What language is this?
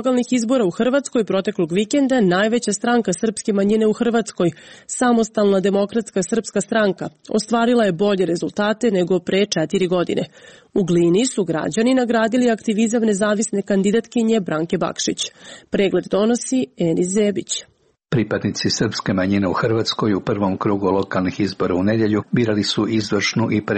Serbian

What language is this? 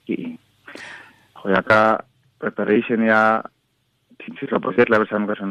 Tswana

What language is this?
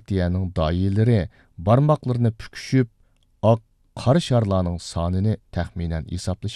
Uyghur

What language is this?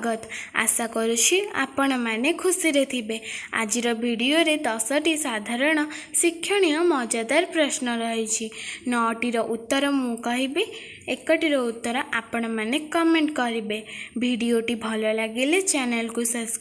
Odia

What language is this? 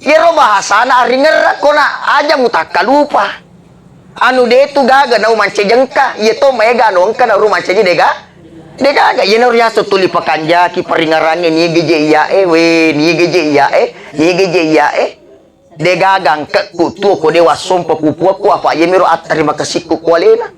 Buginese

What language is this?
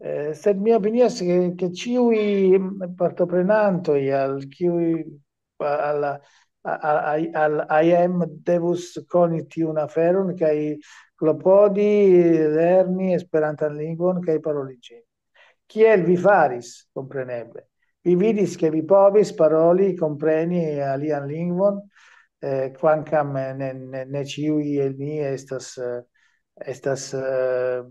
Esperanto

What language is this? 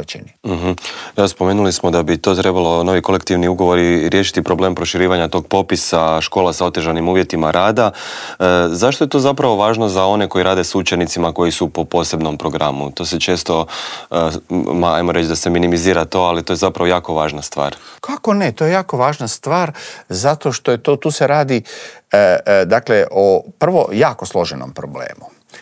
Croatian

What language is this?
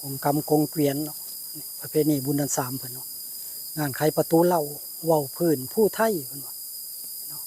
Northeastern Thai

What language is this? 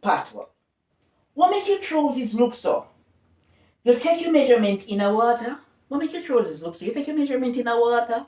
Jamaican Creole English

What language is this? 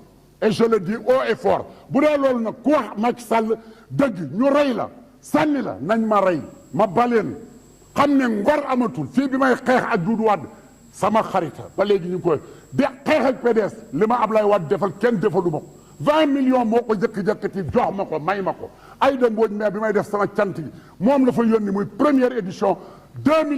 Wolof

